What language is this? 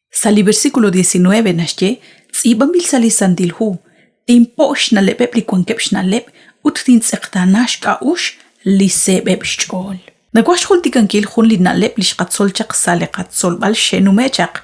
Kekchí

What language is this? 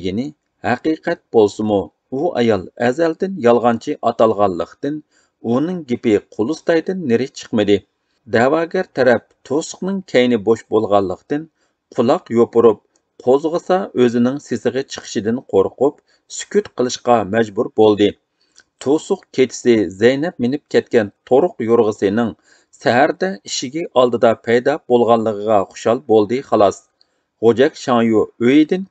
Uyghur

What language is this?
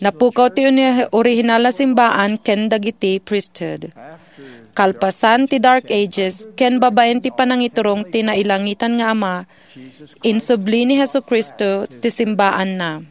Iloko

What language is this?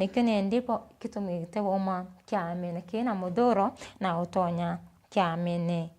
Meru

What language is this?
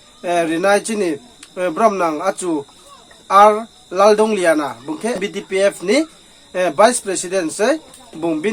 Riang (India)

